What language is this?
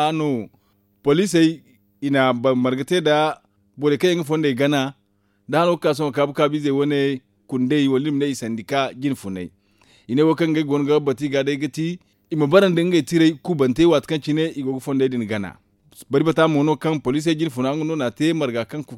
Zarma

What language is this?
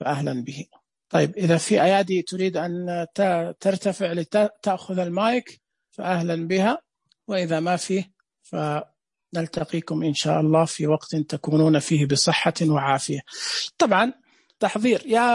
Najdi Arabic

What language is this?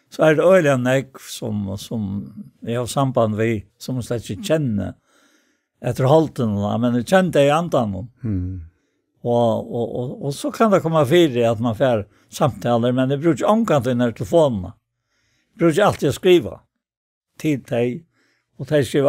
Faroese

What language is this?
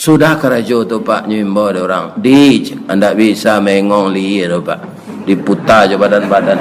Minangkabau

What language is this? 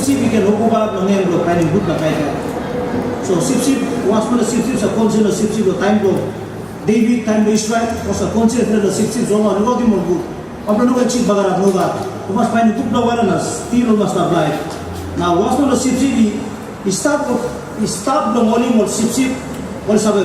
Tok Pisin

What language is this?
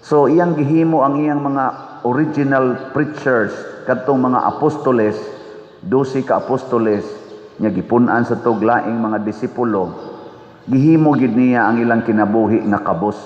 Cebuano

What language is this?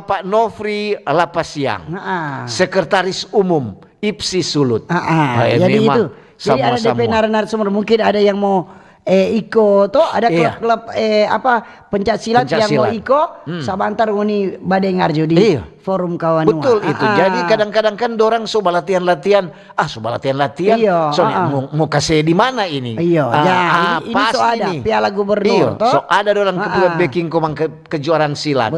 Manado Malay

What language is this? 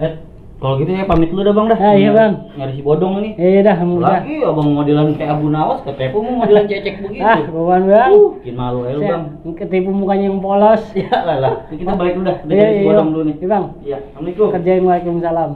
Betawi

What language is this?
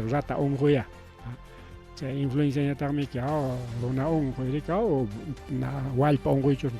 Ayacucho Quechua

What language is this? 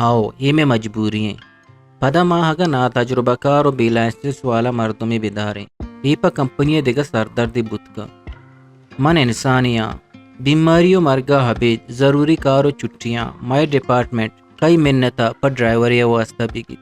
Eastern Balochi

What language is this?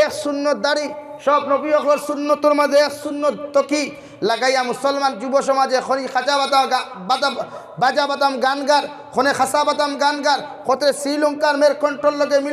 Sylheti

